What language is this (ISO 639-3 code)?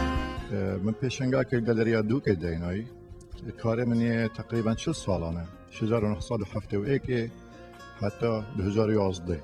kur